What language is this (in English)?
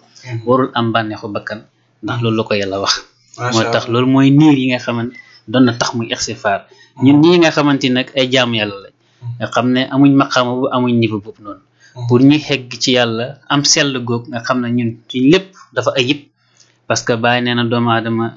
Wolof